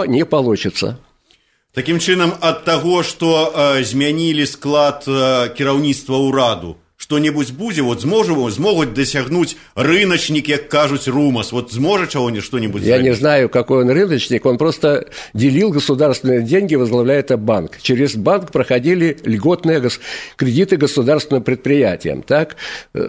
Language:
Belarusian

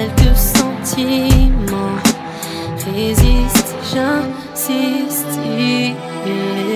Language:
French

